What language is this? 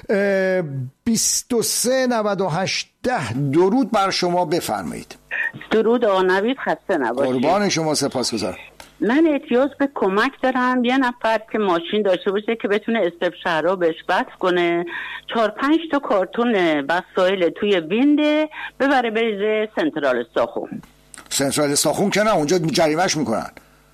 Persian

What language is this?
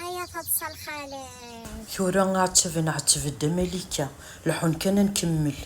Kabyle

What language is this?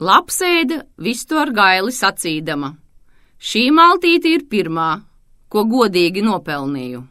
Latvian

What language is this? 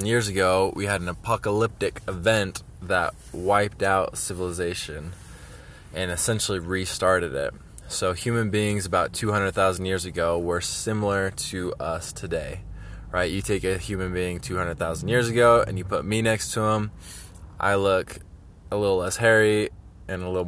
English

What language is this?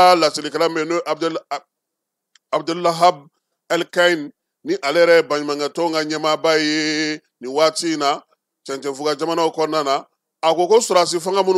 Bambara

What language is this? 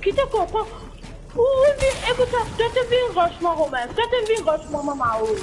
Morisyen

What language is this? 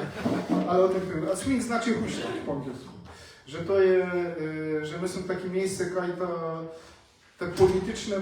Silesian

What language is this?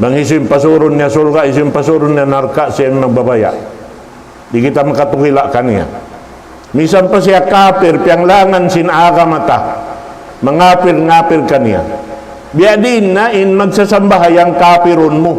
Tausug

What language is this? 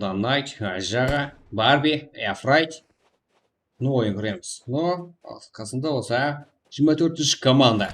Kara-Kalpak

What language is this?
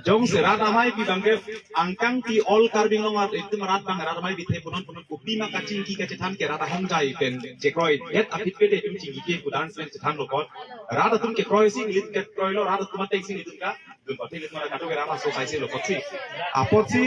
Karbi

